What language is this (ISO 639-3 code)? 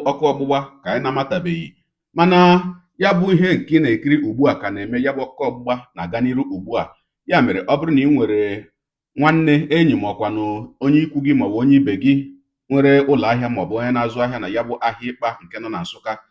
ibo